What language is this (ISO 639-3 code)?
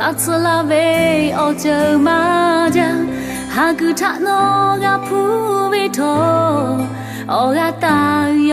lhu